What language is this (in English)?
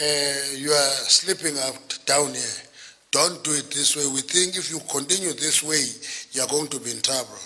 Tsonga